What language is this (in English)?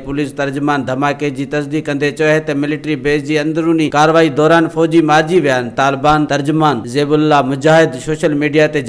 Sindhi